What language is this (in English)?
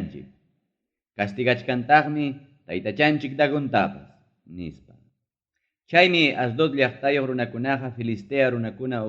Ayacucho Quechua